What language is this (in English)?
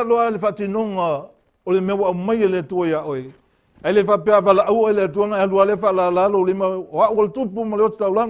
Samoan